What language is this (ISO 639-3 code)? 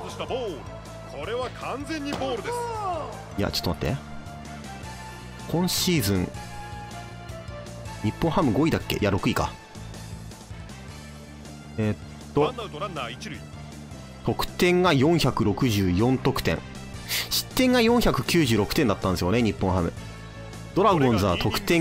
jpn